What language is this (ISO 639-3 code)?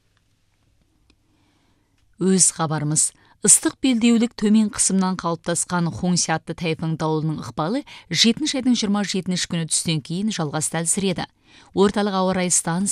kaz